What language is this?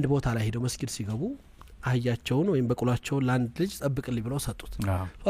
Amharic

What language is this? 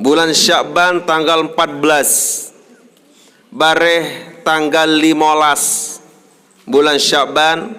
Sasak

